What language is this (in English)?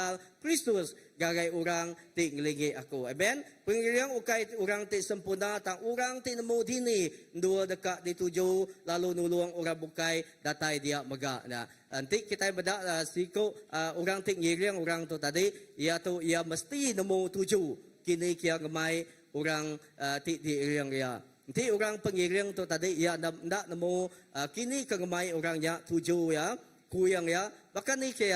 Iban